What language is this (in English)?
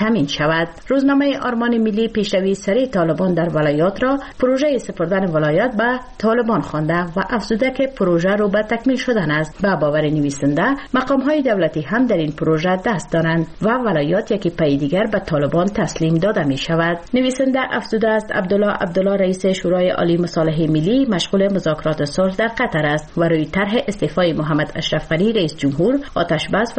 Persian